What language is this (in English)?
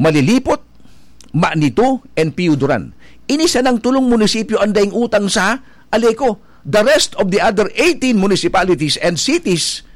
Bikol